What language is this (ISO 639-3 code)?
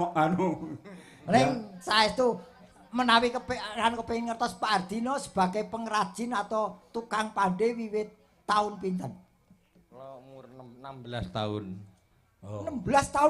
jav